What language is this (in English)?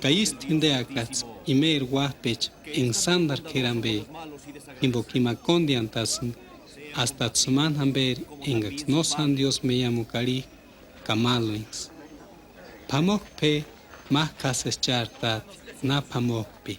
Purepecha